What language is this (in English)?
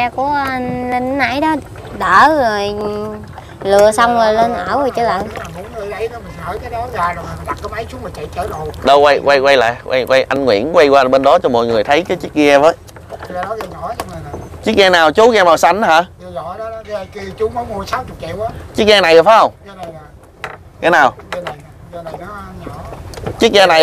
Vietnamese